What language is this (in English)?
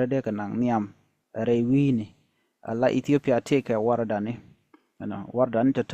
Nuer